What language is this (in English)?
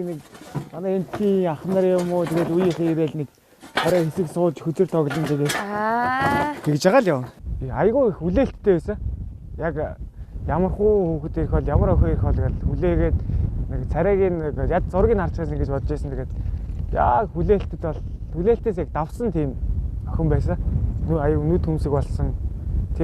Mongolian